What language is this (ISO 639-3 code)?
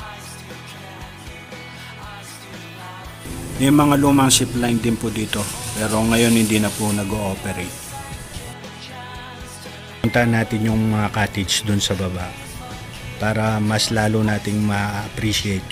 fil